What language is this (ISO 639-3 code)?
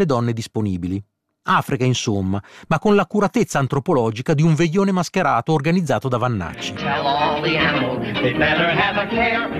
ita